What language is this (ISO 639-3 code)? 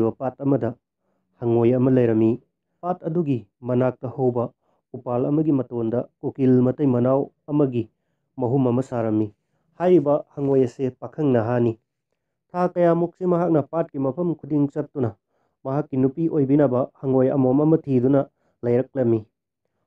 mni